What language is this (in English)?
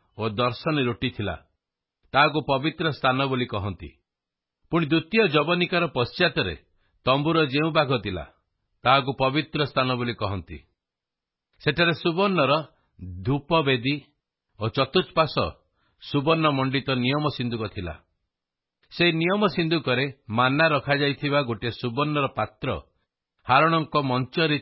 Odia